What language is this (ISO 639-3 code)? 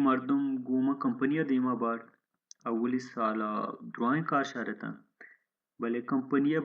bal